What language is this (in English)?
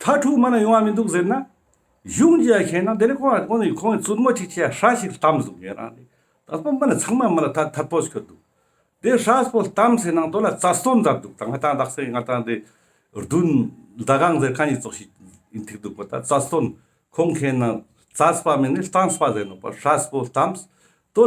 Ladakhi